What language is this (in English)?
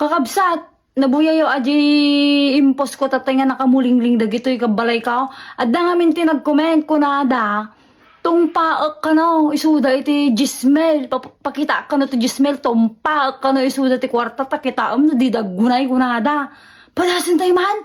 Iloko